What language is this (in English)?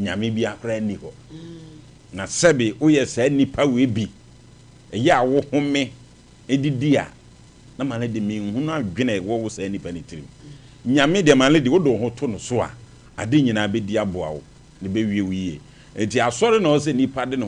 Akan